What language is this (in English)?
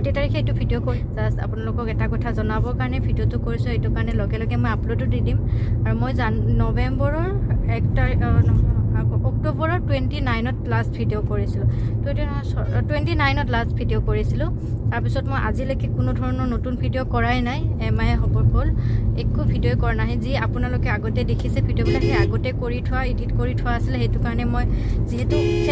Assamese